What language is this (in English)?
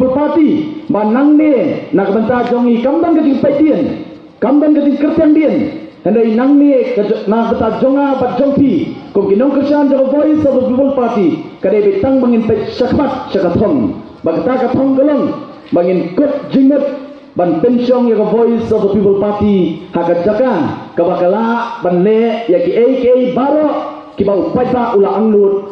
Khasi